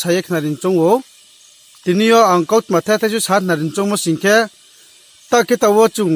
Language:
Riang (India)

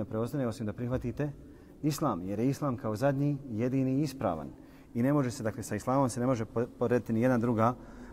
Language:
Bosnian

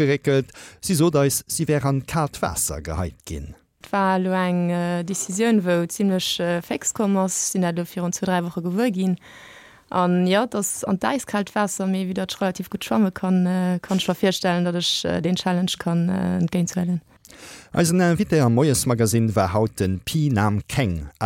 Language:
Luxembourgish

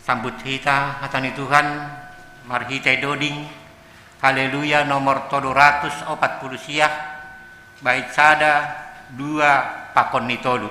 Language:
Batak Simalungun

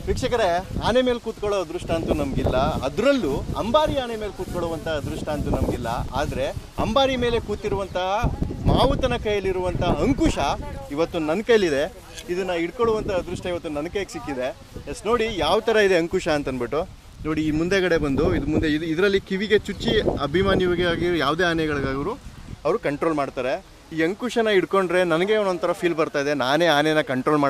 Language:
Kannada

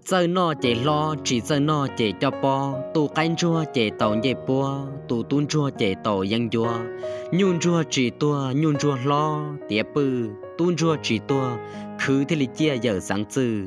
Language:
Hmong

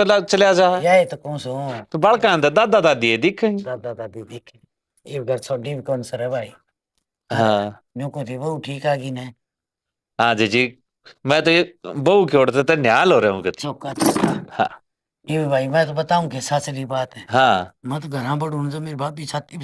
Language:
Haryanvi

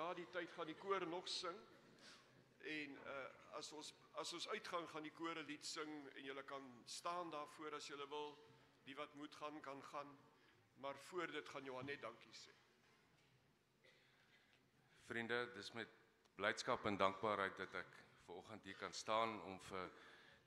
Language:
Afrikaans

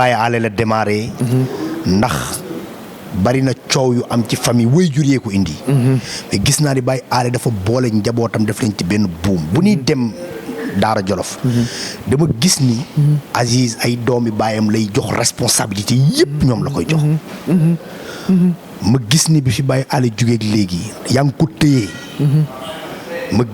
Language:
Wolof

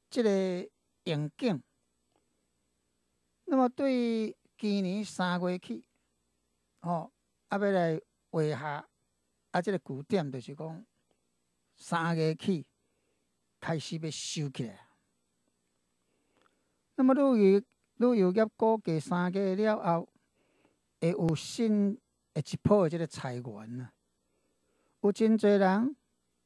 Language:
Min Nan Chinese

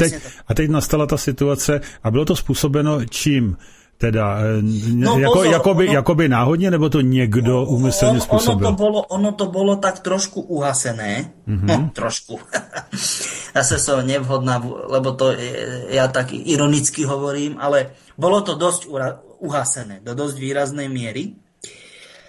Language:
Slovak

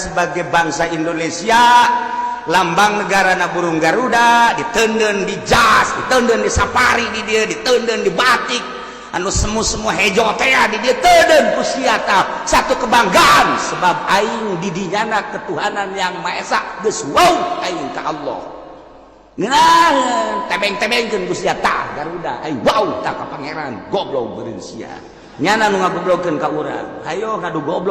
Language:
Sundanese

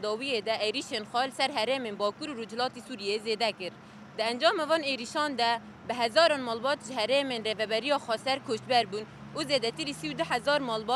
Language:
Kurdish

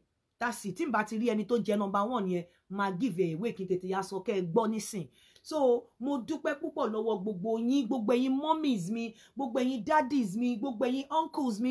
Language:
Yoruba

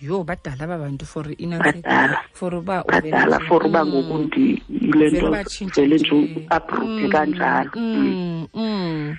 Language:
Xhosa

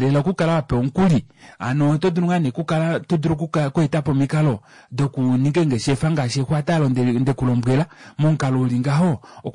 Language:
Kuanyama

